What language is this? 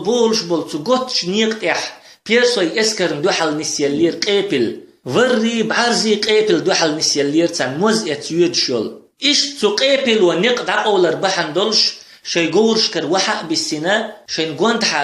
Chechen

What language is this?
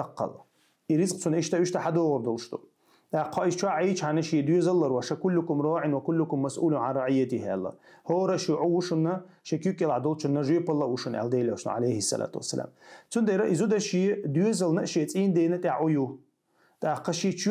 Chechen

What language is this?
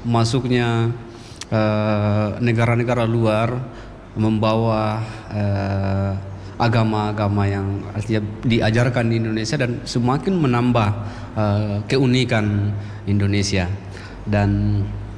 Indonesian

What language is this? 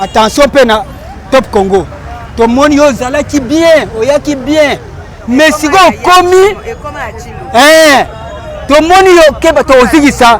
Lingala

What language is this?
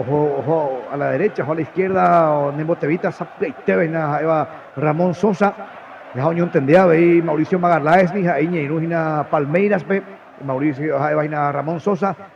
Guarani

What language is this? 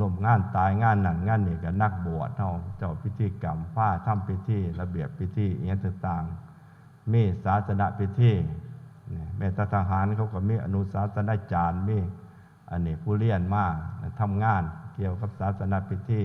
Northeastern Thai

